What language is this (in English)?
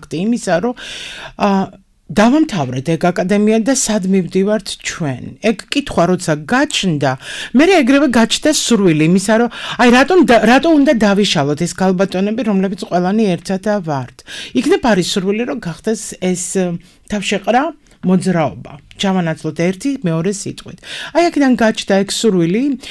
Georgian